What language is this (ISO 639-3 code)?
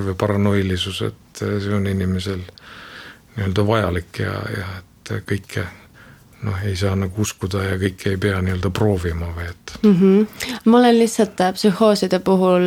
est